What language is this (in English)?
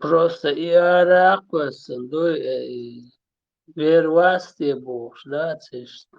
Chechen